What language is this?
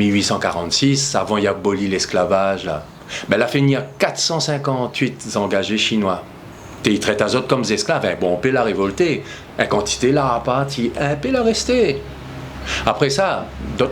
Réunion Creole French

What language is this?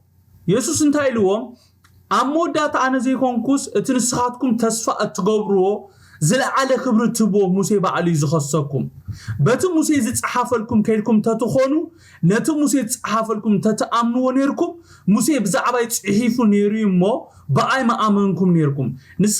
Tigrinya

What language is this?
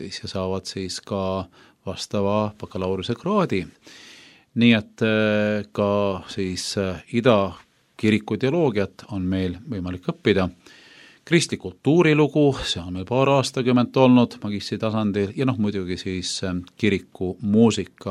Estonian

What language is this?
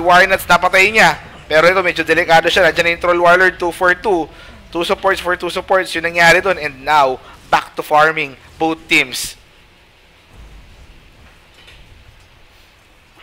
Filipino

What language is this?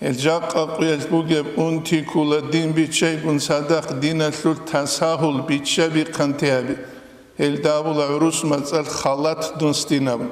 Avaric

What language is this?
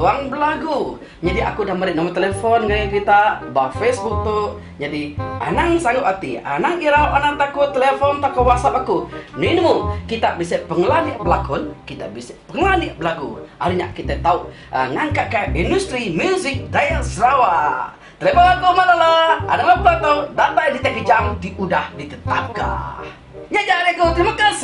Iban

